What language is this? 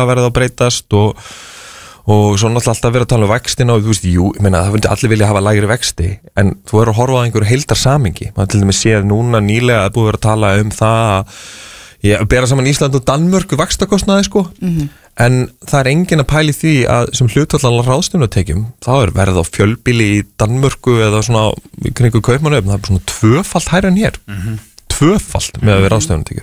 Icelandic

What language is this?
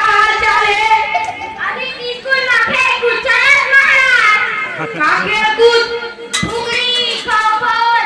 Chhattisgarhi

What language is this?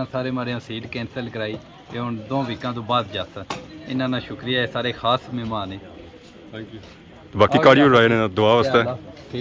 Pahari-Potwari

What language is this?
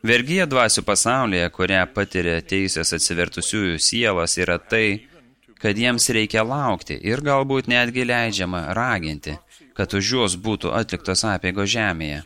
Lithuanian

